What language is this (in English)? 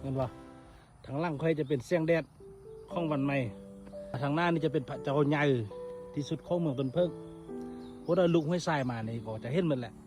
Lao